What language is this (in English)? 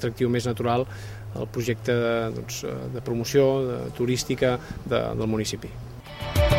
Catalan